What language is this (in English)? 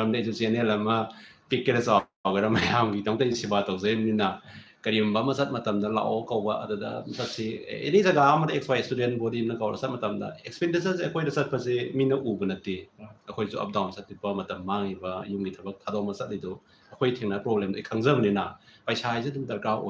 Manipuri